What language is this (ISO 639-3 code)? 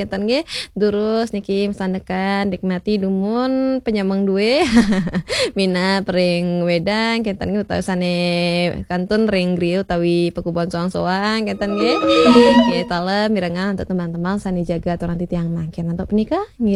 ban